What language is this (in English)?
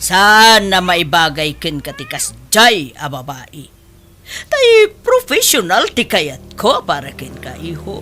Iloko